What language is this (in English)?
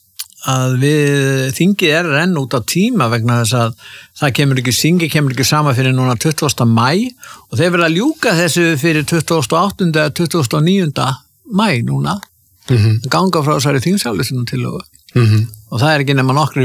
Icelandic